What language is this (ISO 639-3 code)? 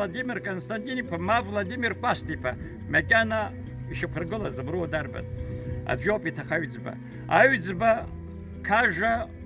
abk